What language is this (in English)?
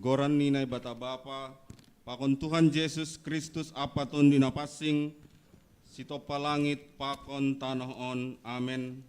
Batak Simalungun